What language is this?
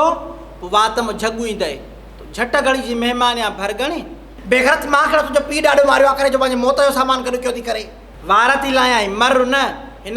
Sindhi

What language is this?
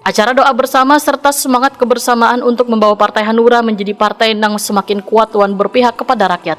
Banjar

